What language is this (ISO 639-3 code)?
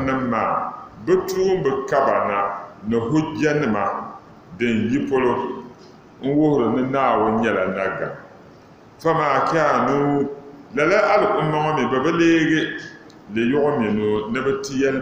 dag